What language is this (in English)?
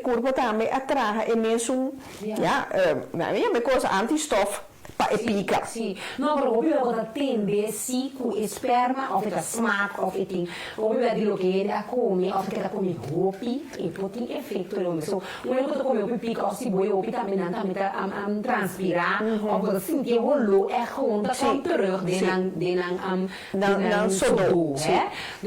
Papiamento